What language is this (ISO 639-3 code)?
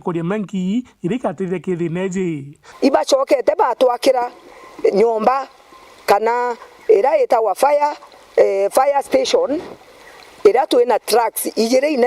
mer